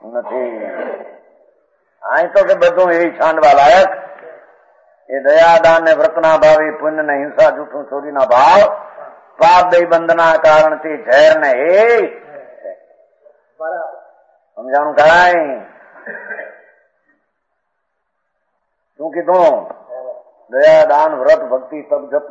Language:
Gujarati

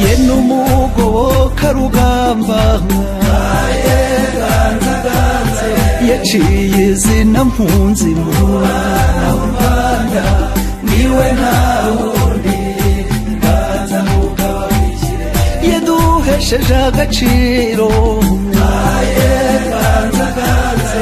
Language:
Kinyarwanda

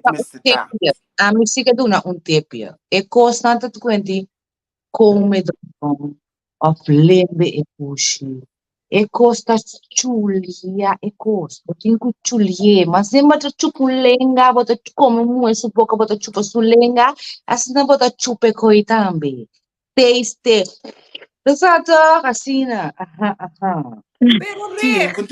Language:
Papiamento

